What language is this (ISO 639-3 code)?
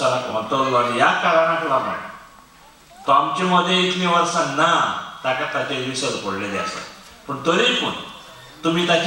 kok